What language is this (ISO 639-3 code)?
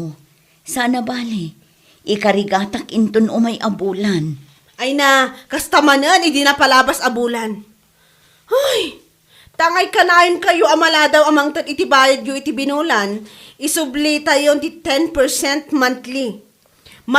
ilo